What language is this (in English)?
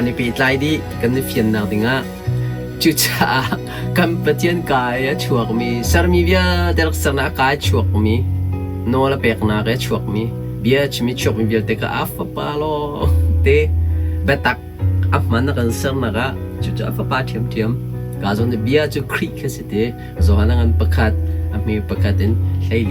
Hakha Chin